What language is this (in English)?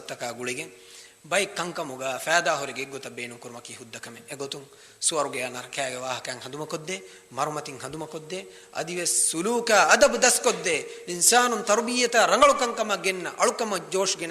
Divehi